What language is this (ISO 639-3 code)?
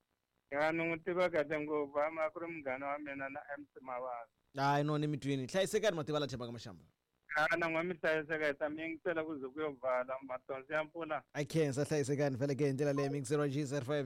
tso